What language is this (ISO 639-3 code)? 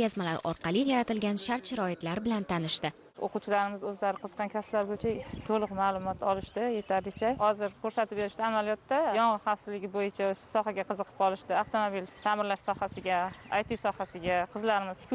uzb